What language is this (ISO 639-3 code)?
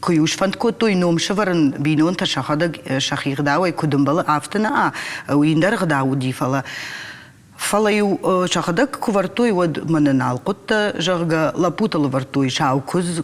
oss